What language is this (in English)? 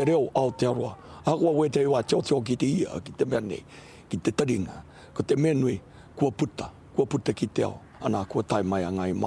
Māori